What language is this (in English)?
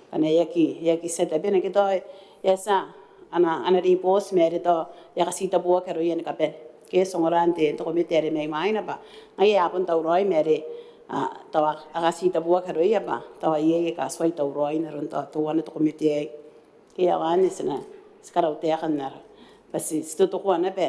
Gilbertese